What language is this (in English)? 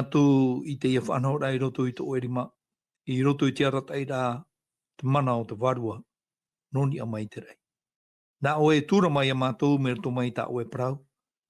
Tahitian